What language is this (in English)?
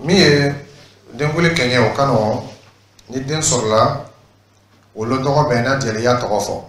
Dyula